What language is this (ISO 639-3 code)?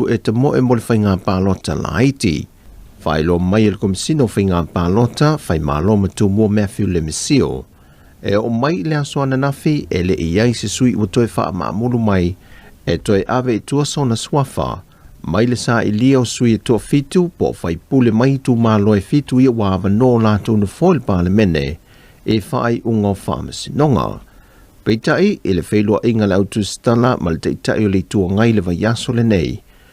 smo